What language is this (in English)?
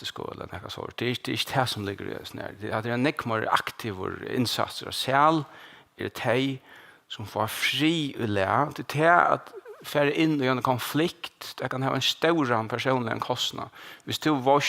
Faroese